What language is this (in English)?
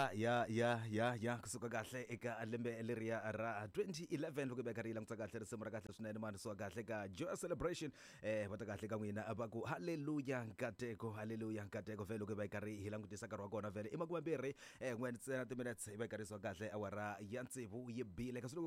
Tsonga